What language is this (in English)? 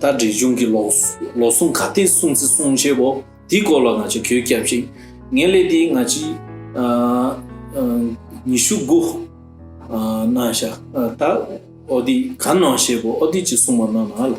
Tibetan